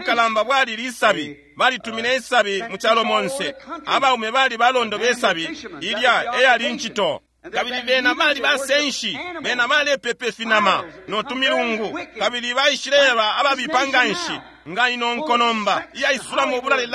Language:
Bemba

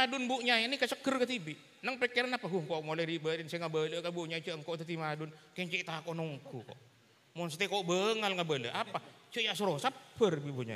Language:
Madurese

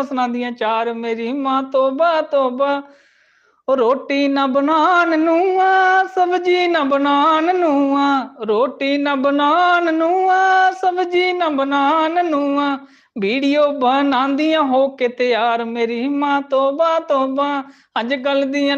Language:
Dogri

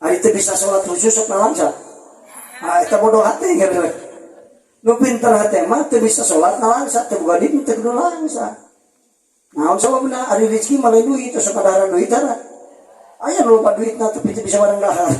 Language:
Sundanese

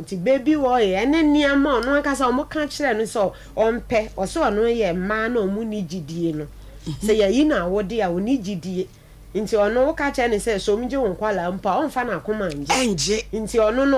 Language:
Akan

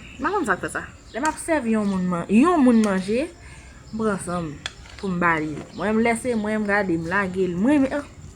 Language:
Haitian Creole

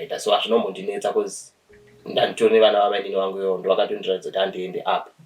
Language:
Shona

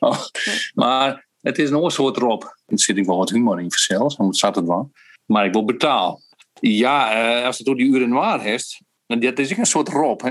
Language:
Western Frisian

